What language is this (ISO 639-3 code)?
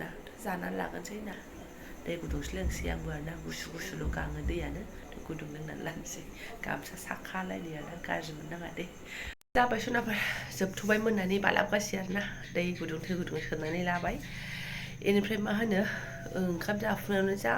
brx